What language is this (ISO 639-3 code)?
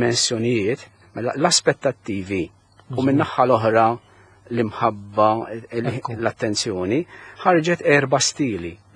mlt